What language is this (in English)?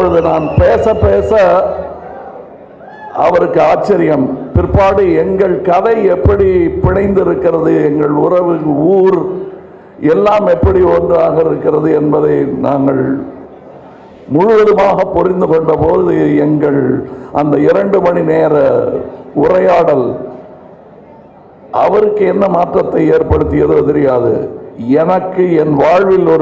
Tamil